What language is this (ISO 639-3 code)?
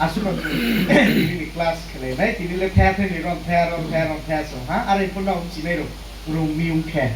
ria